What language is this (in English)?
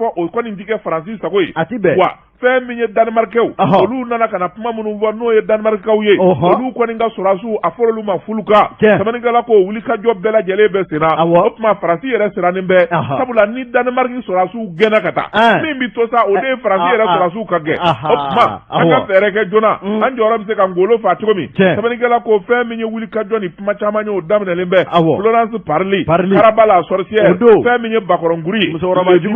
Bambara